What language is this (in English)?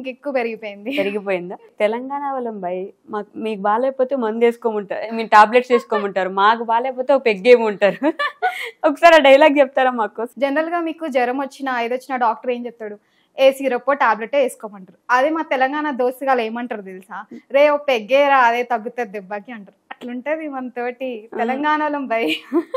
Telugu